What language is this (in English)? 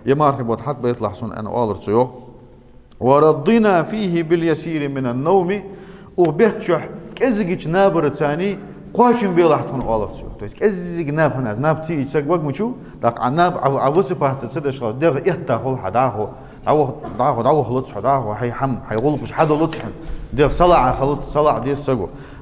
Ingush